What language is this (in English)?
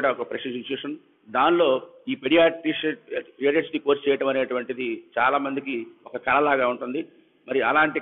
Telugu